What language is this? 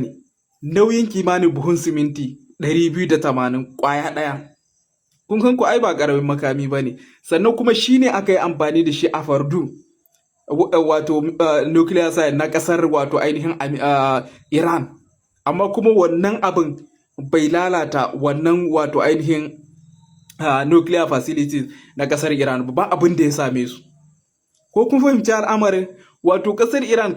Hausa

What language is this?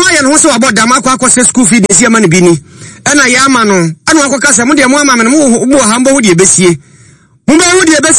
Akan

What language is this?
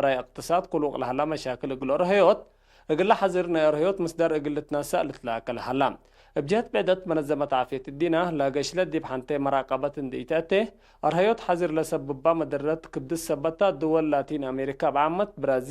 Tigre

